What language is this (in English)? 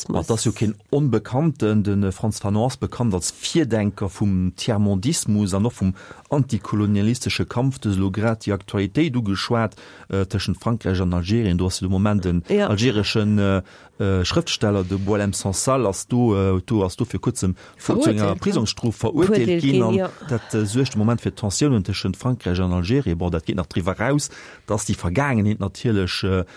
Luxembourgish